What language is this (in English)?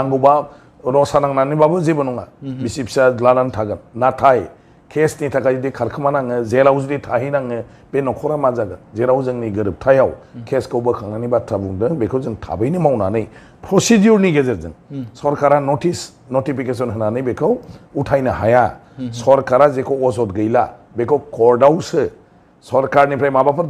Bodo